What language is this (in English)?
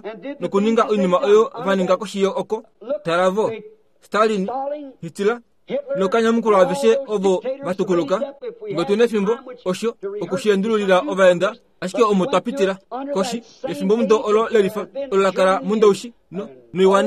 Kuanyama